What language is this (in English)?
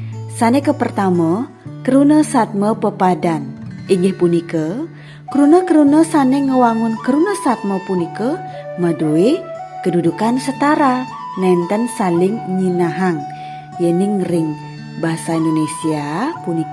Balinese